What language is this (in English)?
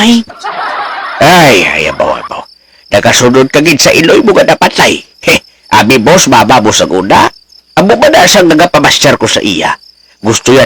Hiligaynon